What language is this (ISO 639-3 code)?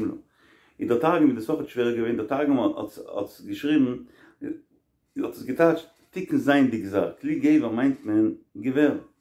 yid